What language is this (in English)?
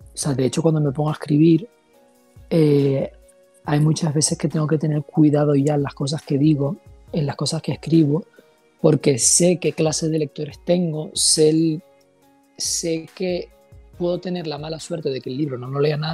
Spanish